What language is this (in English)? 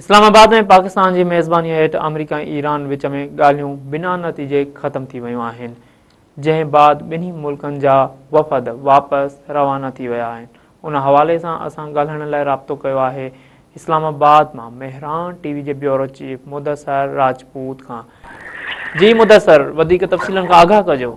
Sindhi